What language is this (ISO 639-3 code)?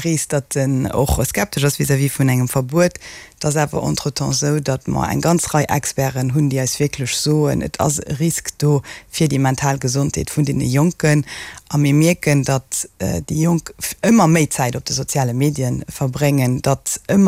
ltz